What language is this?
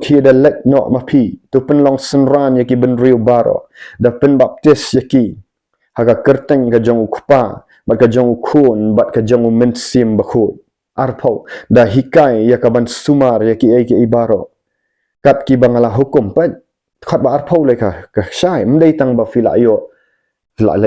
Khasi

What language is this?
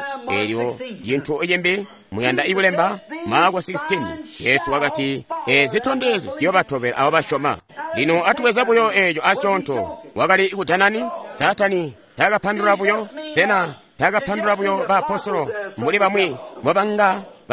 Tonga (Zambia)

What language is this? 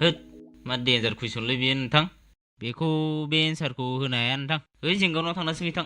Bodo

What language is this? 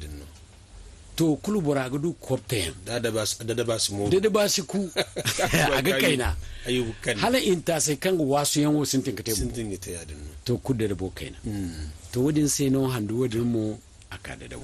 Zarma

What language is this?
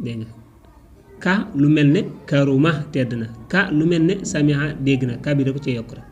Wolof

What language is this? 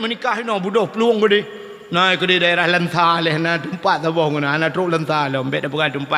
Achinese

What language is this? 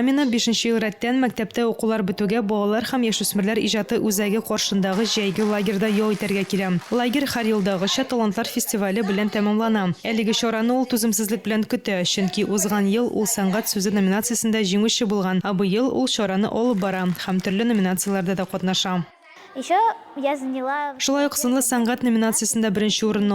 Tatar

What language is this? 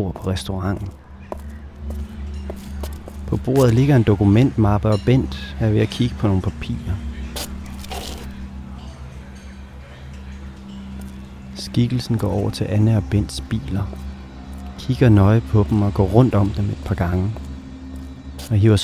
Danish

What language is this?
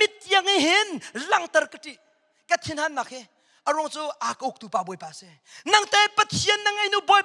Hakha Chin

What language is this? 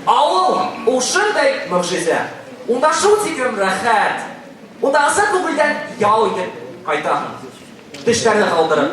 Bashkir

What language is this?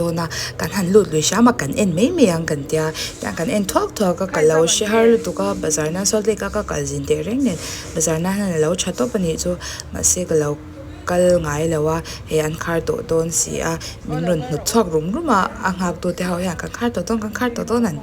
Mizo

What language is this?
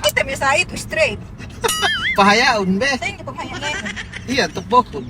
Yakan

